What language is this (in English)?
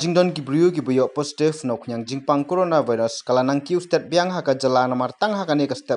Khasi